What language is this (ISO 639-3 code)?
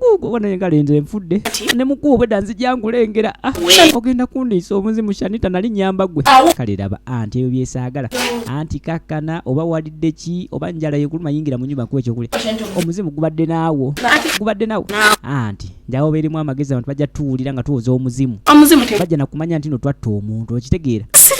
lug